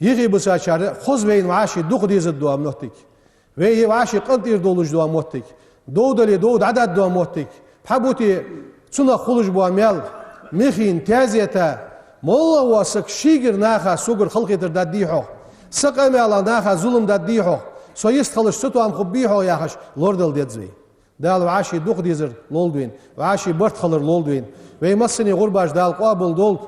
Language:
Ingush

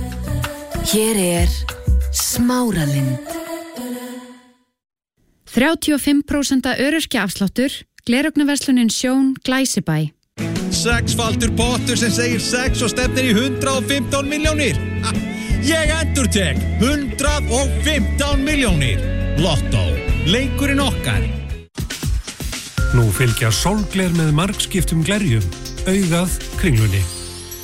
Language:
Icelandic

